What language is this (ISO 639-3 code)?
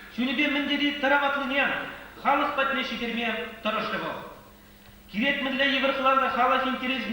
chv